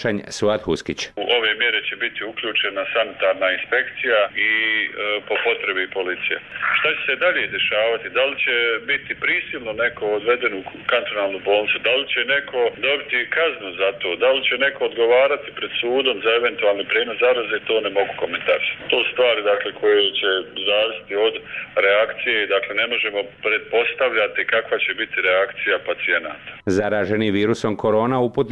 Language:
Bosnian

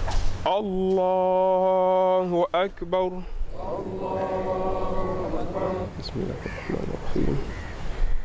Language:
Swahili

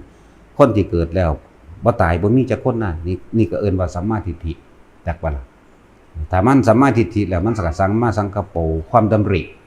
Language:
Lao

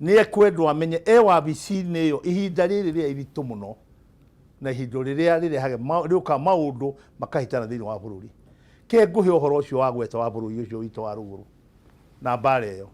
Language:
Kikuyu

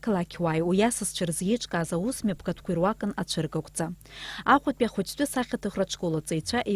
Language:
Abkhazian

